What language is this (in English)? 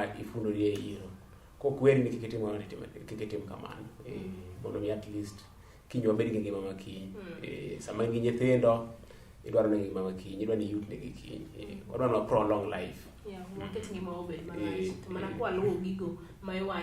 Luo (Kenya and Tanzania)